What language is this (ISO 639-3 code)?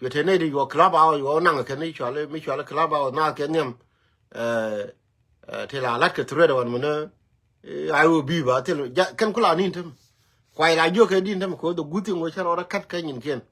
nus